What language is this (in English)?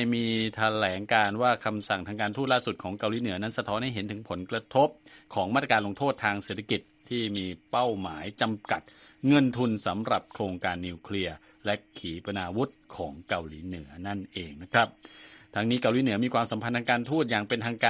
Thai